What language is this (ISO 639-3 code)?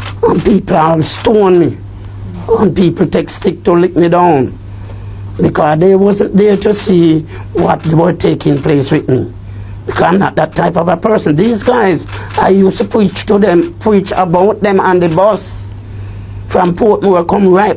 jam